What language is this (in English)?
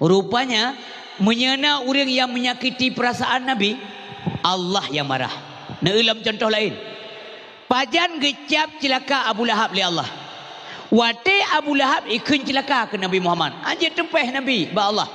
Achinese